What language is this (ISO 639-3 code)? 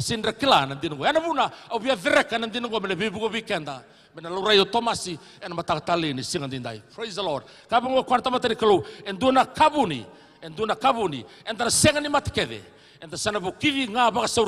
fij